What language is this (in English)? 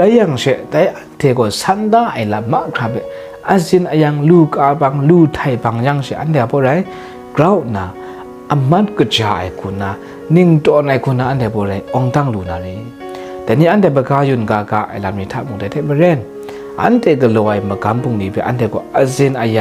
Kachin